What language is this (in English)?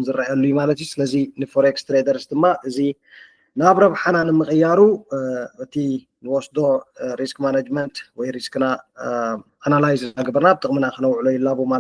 Tigrinya